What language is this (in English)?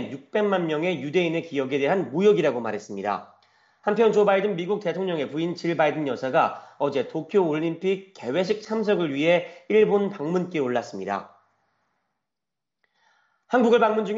Korean